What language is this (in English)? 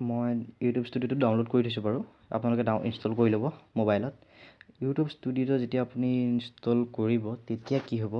Assamese